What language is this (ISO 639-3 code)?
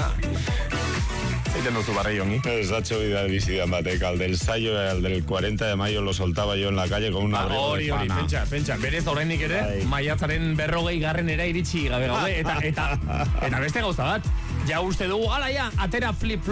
eus